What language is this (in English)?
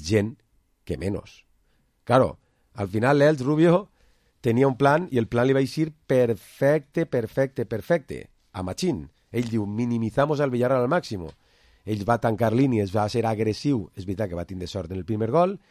Catalan